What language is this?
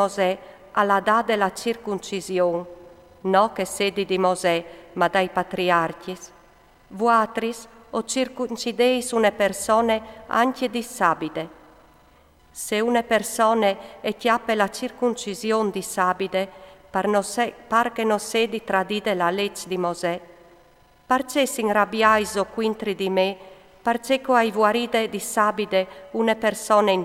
Friulian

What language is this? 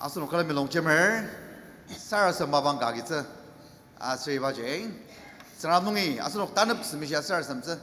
Ao Naga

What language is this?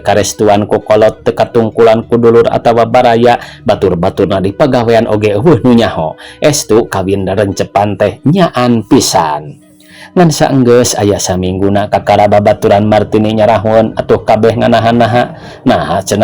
Sundanese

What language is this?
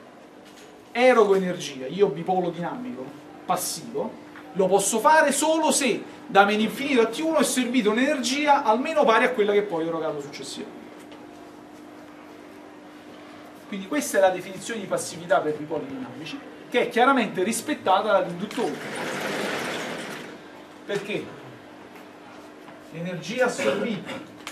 Italian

